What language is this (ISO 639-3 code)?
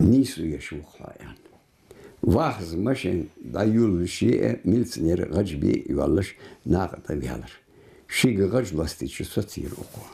inh